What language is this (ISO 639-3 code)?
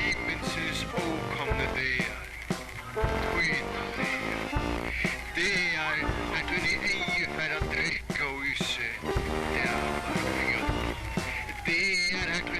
fao